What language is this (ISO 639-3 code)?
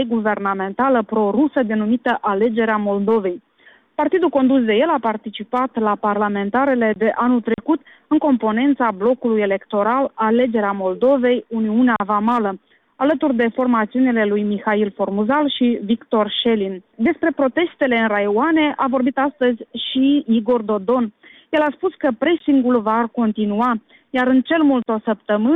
ron